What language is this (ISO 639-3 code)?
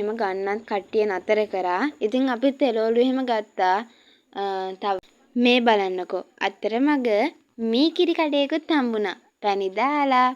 sin